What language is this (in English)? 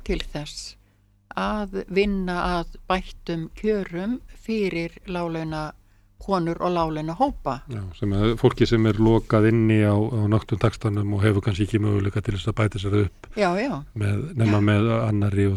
Icelandic